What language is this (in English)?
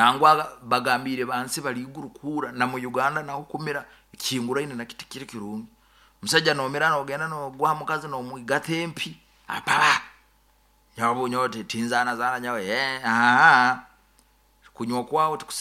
Nyoro